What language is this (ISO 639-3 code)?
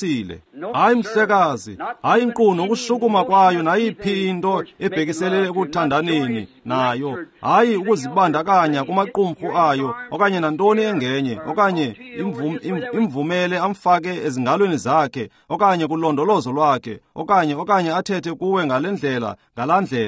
xho